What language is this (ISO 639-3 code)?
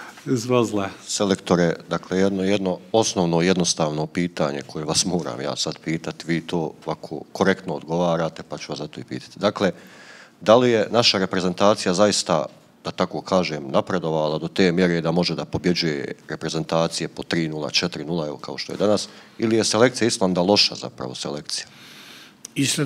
bos